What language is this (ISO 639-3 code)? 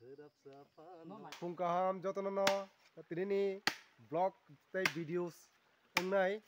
trp